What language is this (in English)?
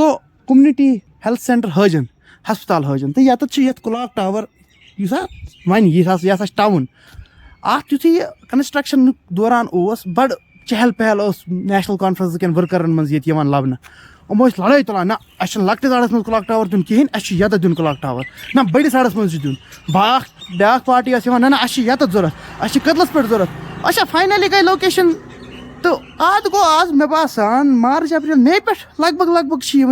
Kashmiri